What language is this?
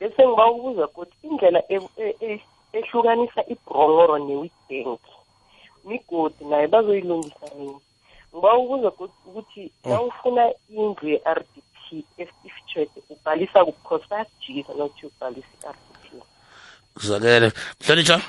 South Ndebele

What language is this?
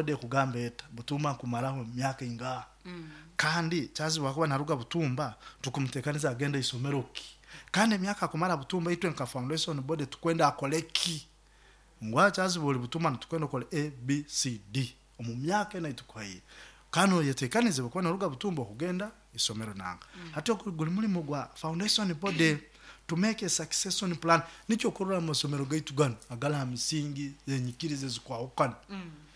Nyoro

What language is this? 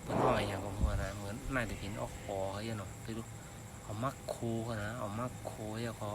Shan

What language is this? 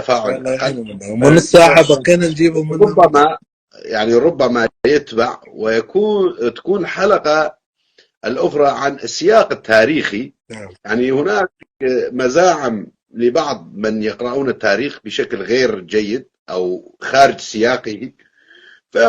North Levantine Arabic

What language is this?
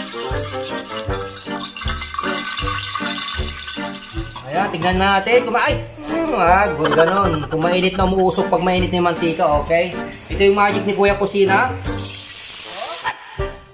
Filipino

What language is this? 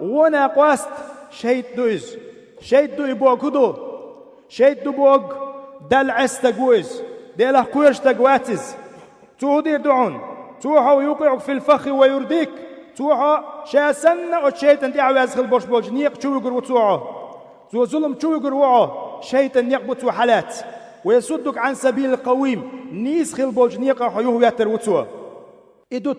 Chechen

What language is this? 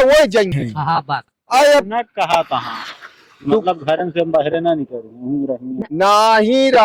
Awadhi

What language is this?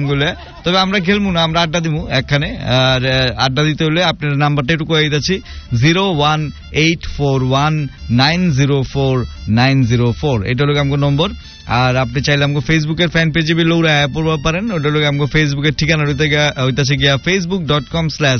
Bangla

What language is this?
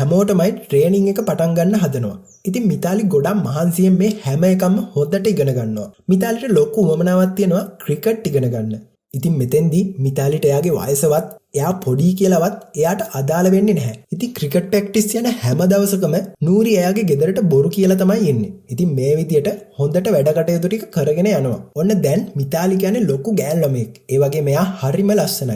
Sinhala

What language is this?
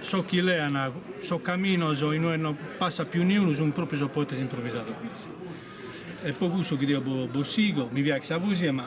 Sardinian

